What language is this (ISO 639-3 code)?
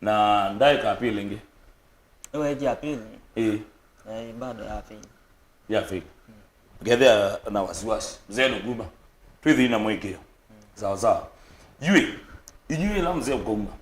kam